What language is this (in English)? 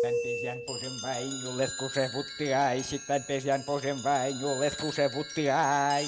Udmurt